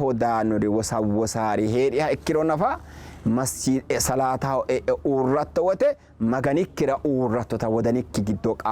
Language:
Sidamo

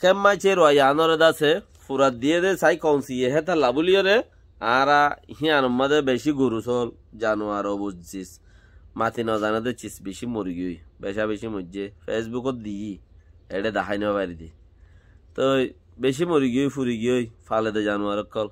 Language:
Rohingya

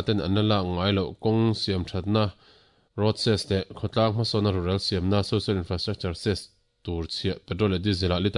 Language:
Mizo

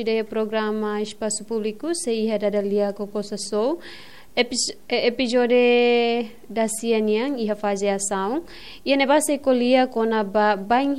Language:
Tetum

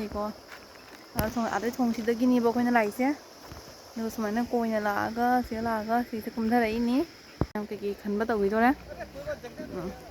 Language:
Manipuri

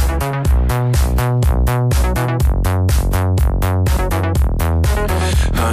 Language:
Hungarian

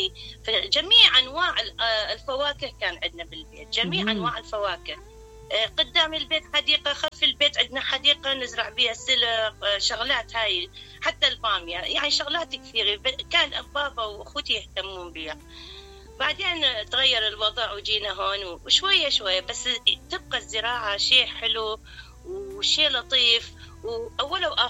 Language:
Mesopotamian Arabic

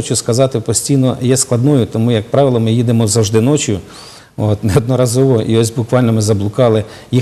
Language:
Ukrainian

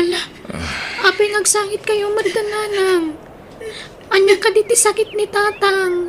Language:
Iloko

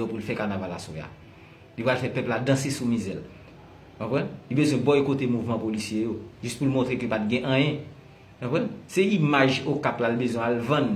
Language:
Haitian Creole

